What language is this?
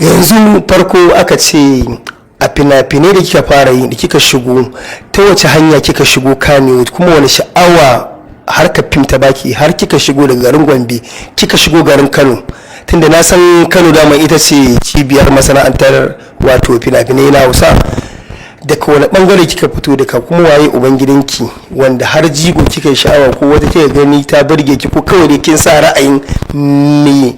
Hausa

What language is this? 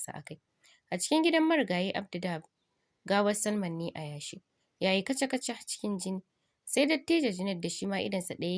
Hausa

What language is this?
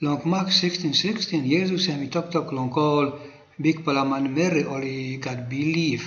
Tok Pisin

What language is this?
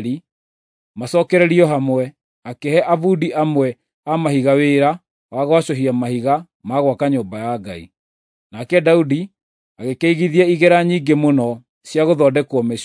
Kikuyu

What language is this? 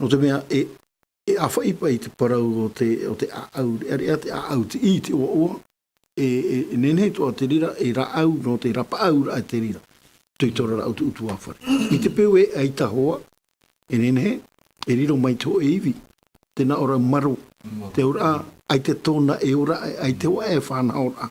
Tahitian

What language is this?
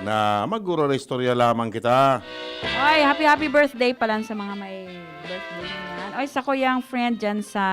Bikol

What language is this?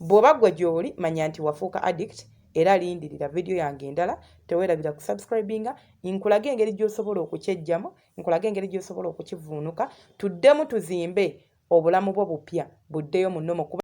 Ganda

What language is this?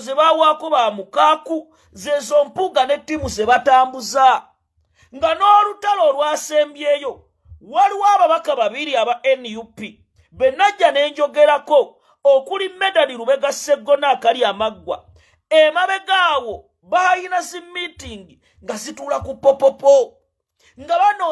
Ganda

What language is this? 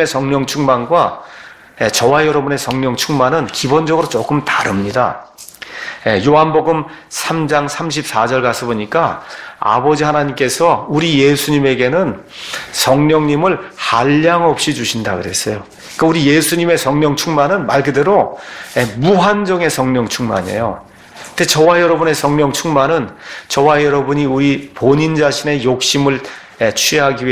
Korean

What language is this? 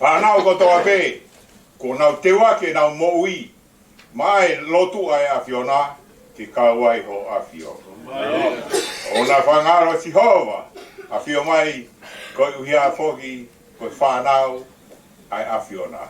Tongan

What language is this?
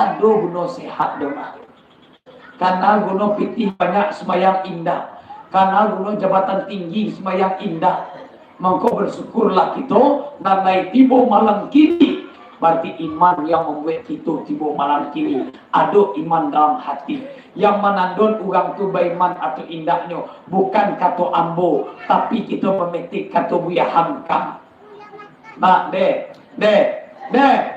Minangkabau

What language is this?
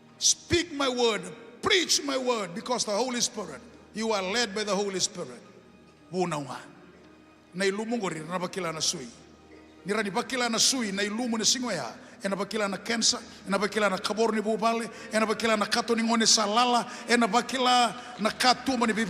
Fijian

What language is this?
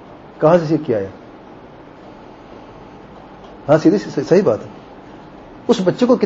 Urdu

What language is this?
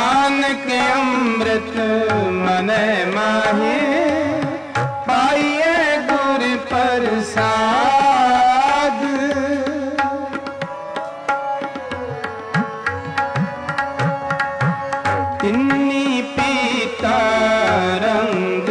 Punjabi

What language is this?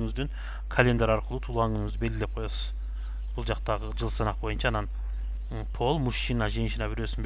Kyrgyz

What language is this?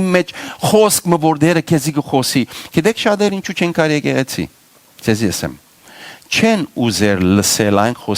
Western Armenian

